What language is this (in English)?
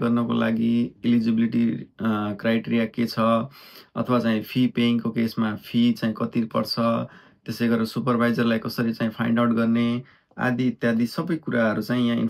Nepali